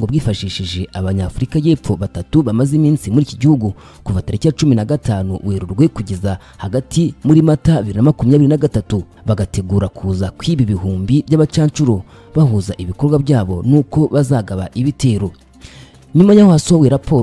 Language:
Kinyarwanda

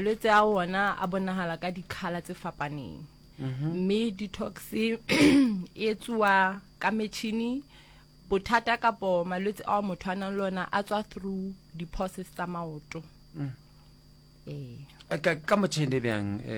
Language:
Northern Sotho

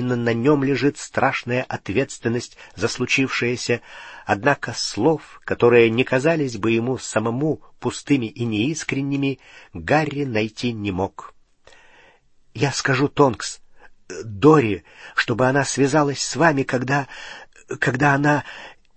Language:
Russian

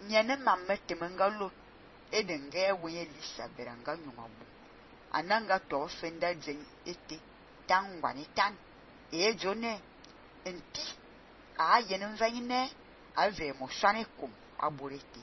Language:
Fang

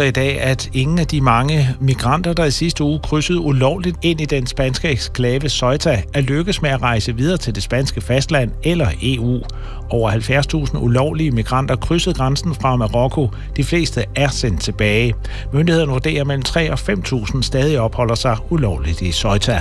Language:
Danish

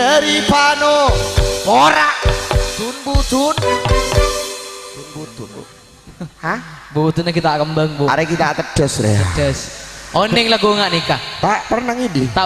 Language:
Madurese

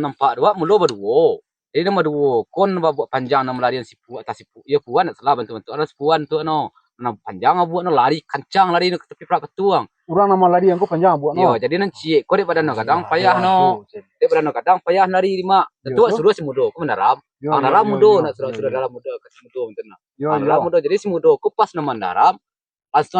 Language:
Minangkabau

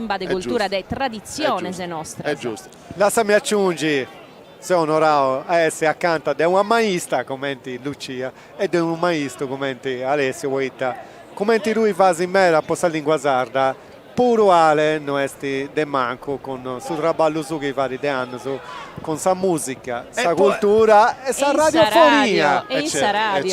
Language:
Sardinian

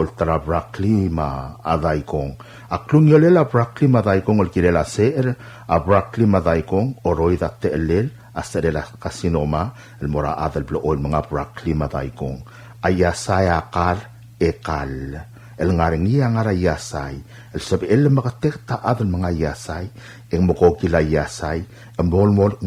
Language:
Palauan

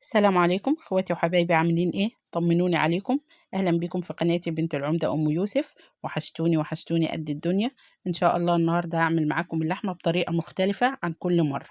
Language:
Egyptian Arabic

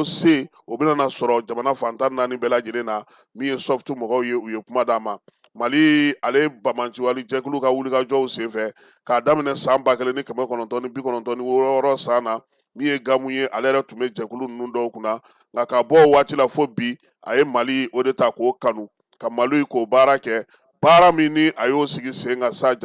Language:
Bambara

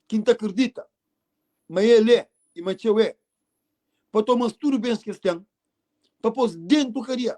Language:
Kabuverdianu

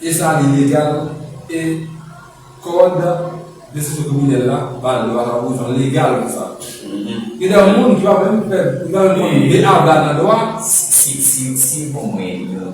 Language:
Haitian Creole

